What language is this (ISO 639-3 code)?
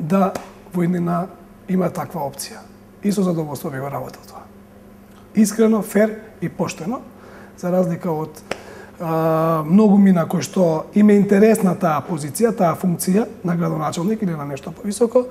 mkd